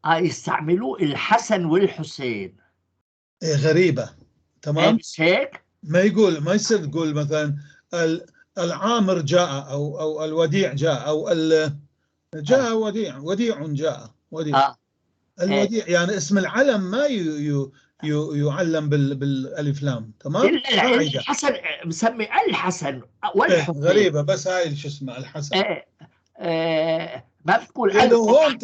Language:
North Levantine Arabic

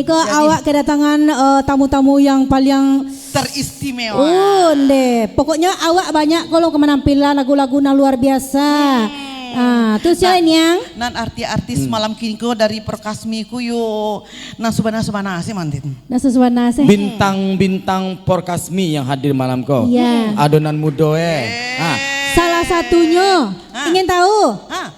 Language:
Minangkabau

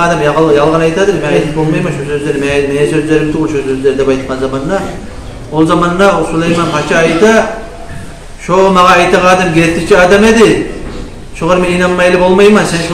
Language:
Kumyk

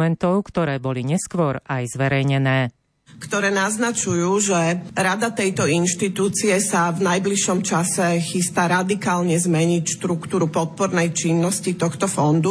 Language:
Slovak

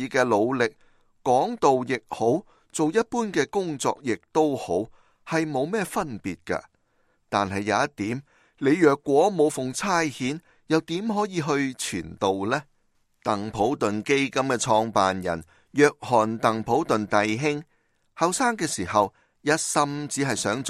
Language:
Cantonese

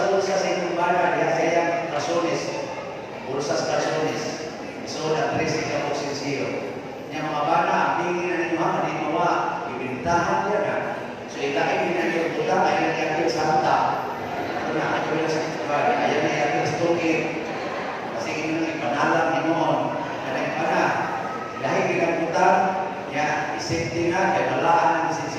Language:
Cebuano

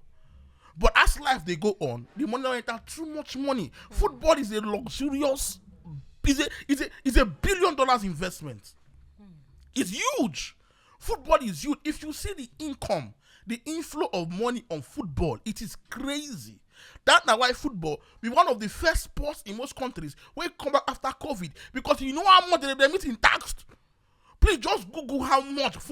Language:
Nigerian Pidgin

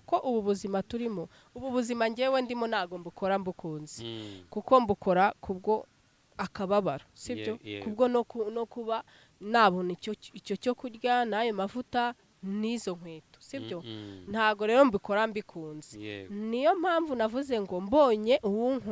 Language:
Kinyarwanda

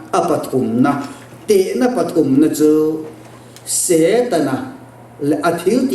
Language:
Mizo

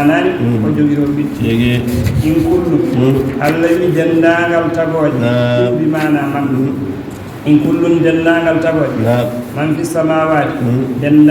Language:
Fula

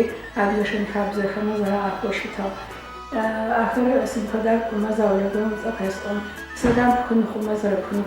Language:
Adyghe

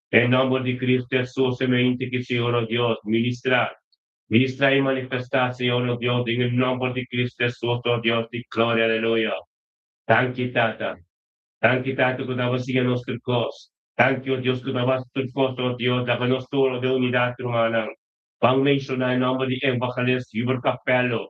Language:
Papiamento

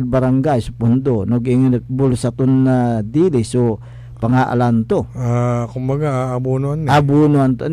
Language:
Pangasinan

